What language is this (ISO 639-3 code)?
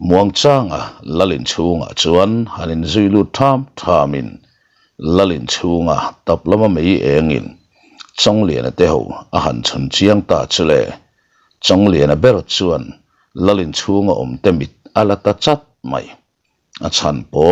lus